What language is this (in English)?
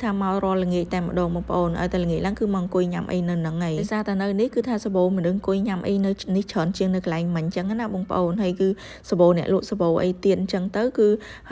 Khmer